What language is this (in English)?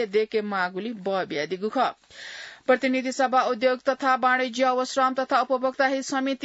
Newari